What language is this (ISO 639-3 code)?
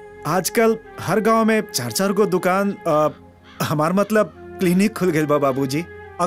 bho